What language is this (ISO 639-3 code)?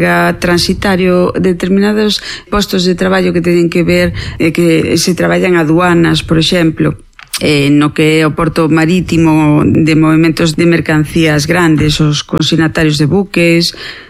glg